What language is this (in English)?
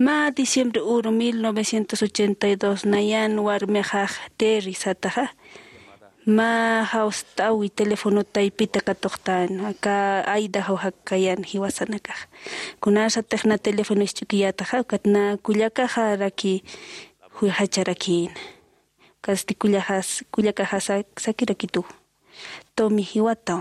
Aymara